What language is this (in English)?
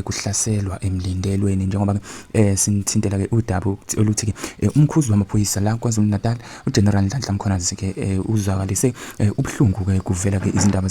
Zulu